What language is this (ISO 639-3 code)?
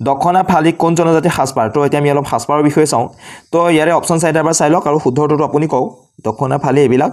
asm